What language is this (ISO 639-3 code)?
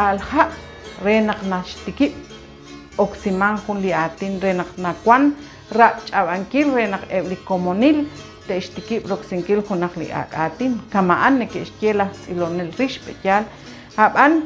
kek